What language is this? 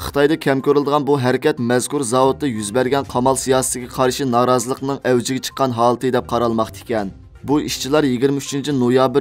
Uyghur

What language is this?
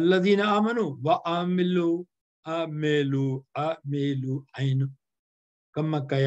Sindhi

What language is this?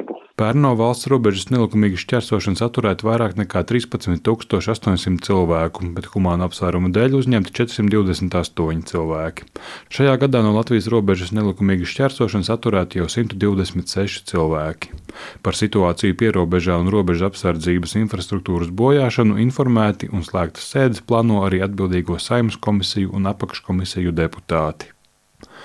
Latvian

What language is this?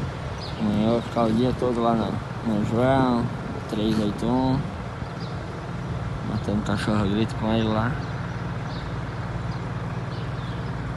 Portuguese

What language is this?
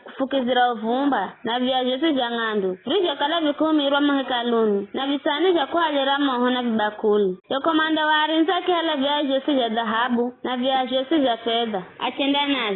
Giryama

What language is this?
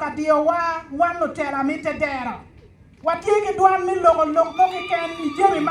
Acoli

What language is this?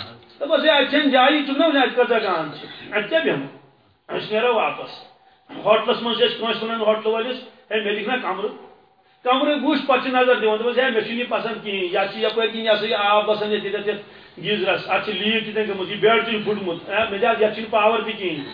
Kashmiri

